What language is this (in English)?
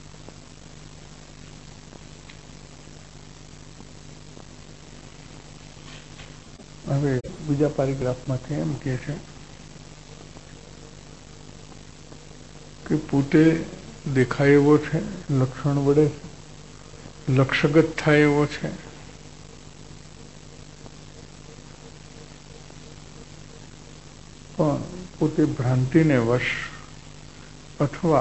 Gujarati